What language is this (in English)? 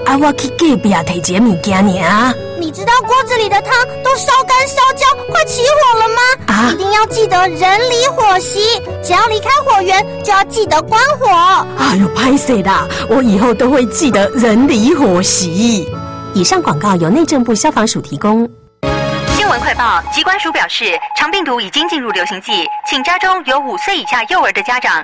Chinese